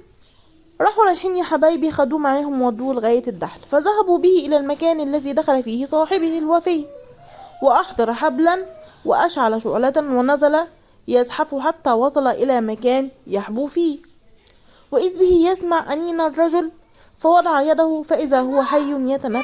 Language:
Egyptian Arabic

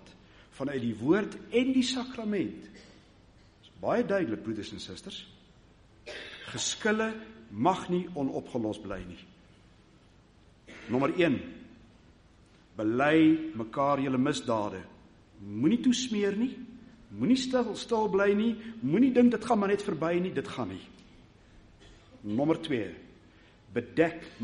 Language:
Afrikaans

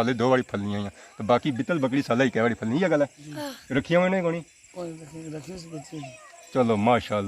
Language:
Pahari-Potwari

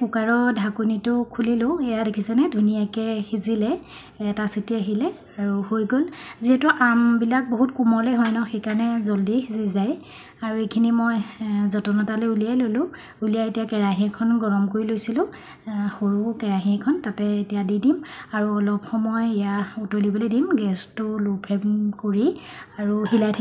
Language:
Assamese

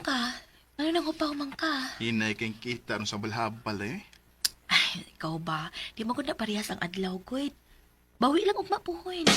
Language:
Cebuano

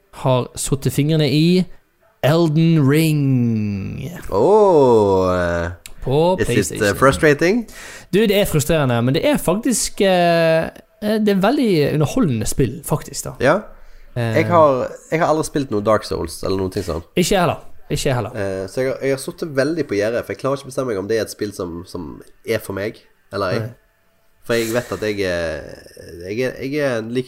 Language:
Norwegian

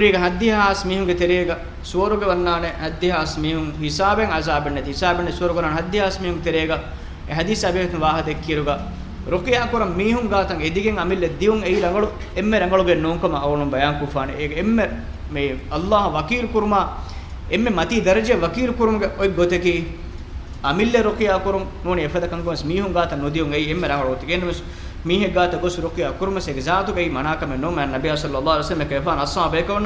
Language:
Divehi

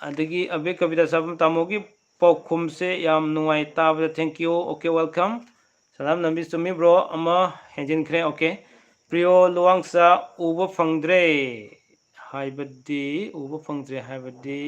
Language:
Manipuri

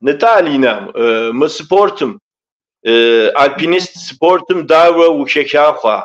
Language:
Kabardian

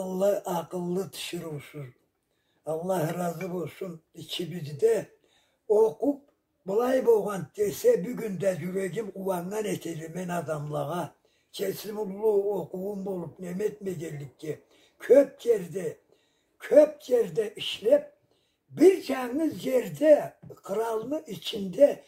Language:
Karachay-Balkar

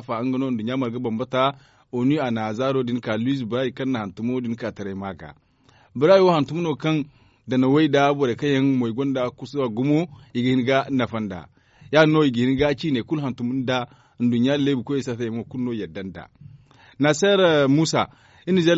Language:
Zarma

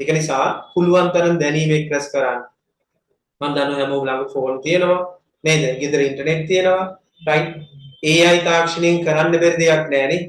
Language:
Sinhala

